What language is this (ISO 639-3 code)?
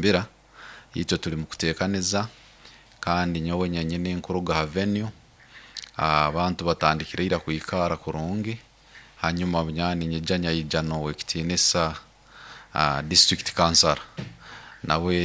nyo